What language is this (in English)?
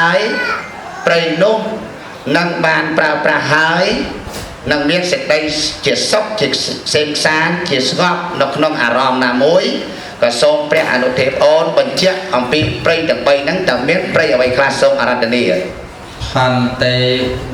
Khmer